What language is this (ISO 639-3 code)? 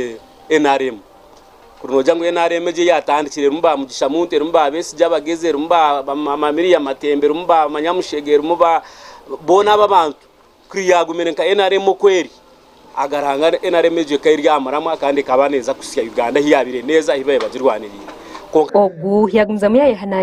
nyn